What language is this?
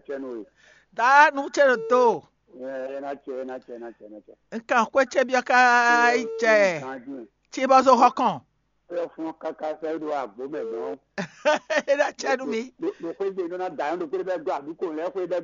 Fon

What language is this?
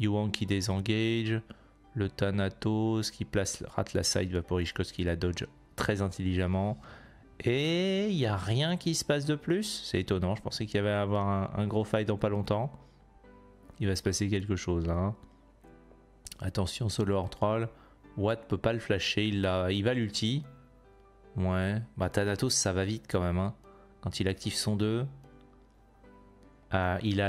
French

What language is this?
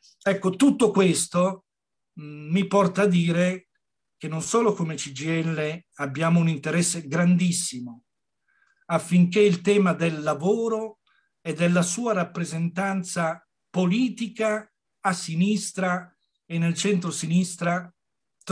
Italian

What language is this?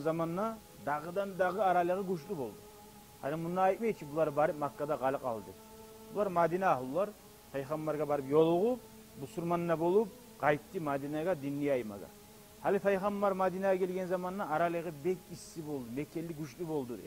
Kumyk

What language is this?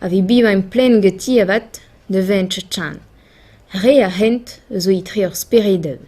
Breton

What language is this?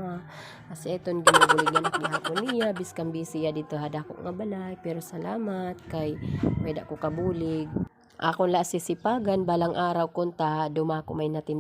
Waray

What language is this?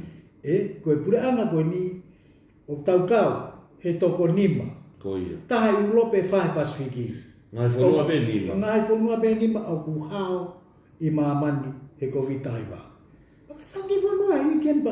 Tongan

